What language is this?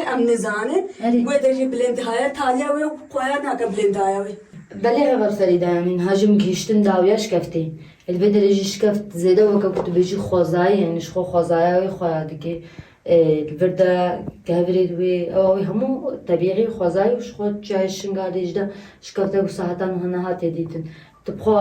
Kurdish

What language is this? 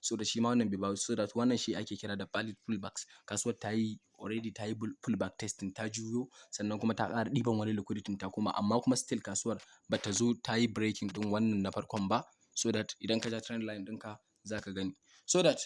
Hausa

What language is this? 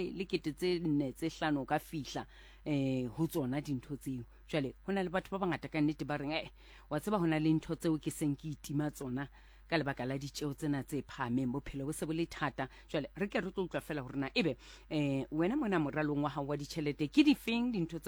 Southern Sotho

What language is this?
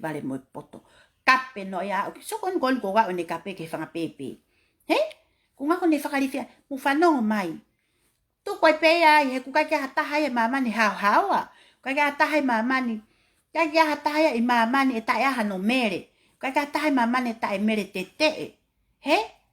Tongan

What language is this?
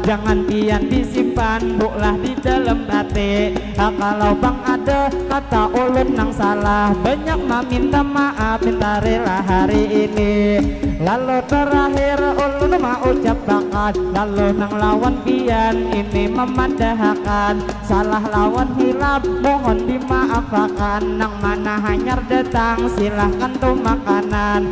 Banjar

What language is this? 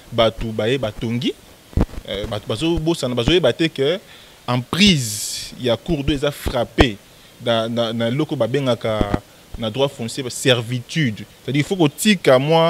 Lingala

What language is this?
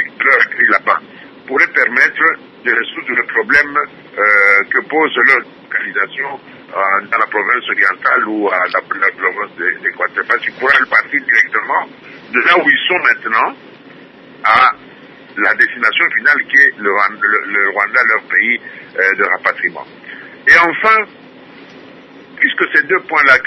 French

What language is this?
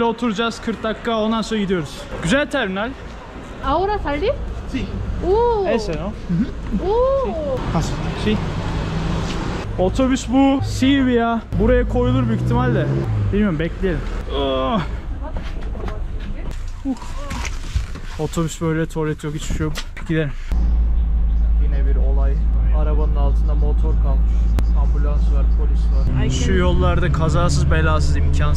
Turkish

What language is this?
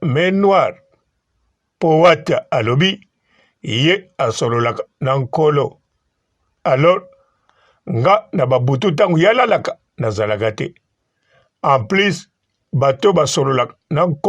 Lingala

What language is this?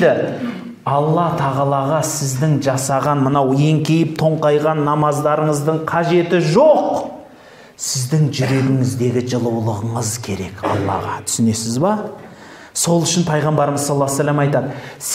Kazakh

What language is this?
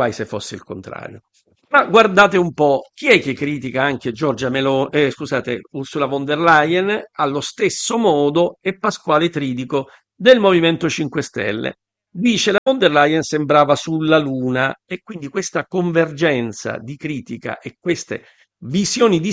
Italian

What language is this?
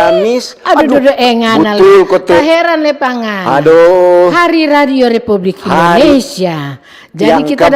Manado Malay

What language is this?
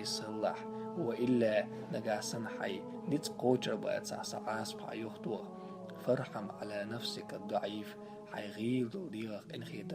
Chechen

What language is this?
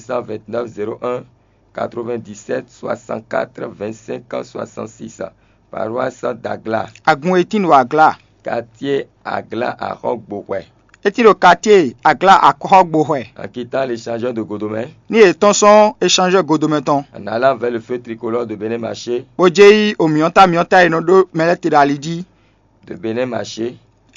Fon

